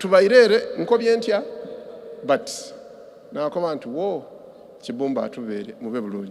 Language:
Soga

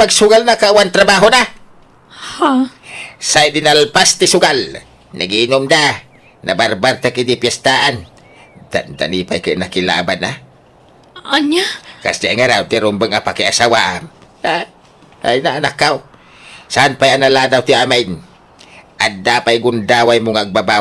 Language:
Iloko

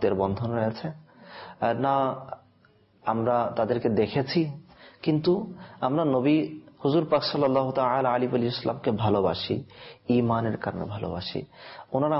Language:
Bangla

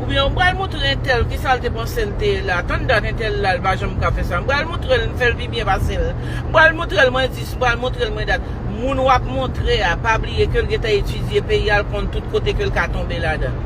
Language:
Haitian Creole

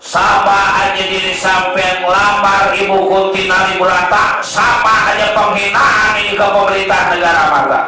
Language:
Betawi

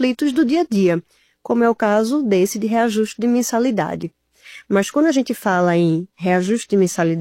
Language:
Portuguese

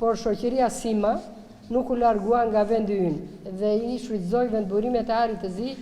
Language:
Albanian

